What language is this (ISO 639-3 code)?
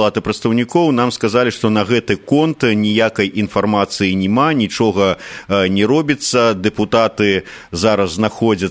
bel